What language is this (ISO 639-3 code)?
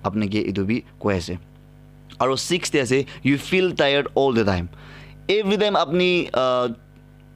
nag